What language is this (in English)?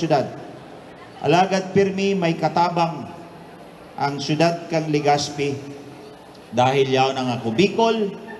Bikol